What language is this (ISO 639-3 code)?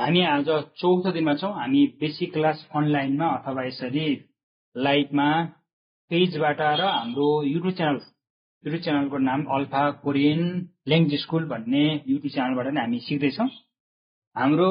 nep